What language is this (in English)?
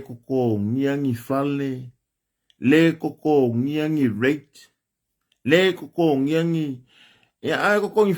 Samoan